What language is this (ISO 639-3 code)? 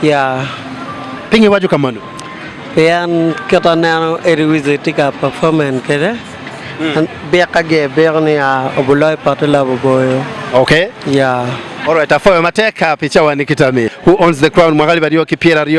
ach